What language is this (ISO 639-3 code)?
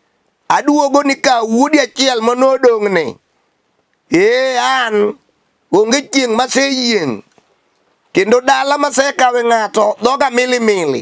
luo